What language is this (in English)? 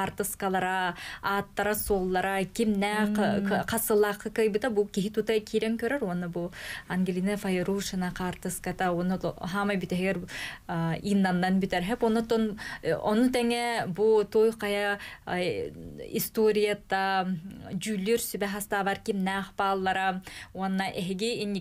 Yakut